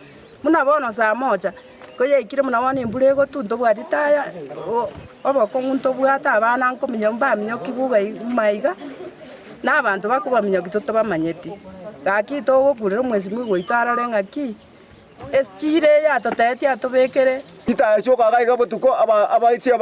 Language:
Gusii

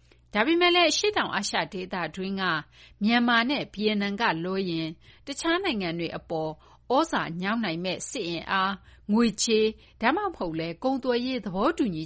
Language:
Burmese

